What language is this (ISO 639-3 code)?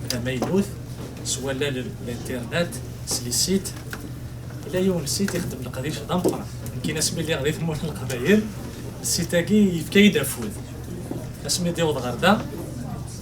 kab